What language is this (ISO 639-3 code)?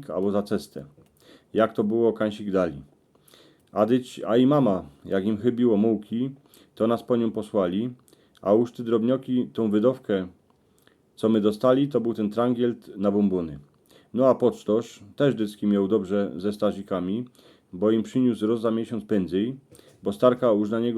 szl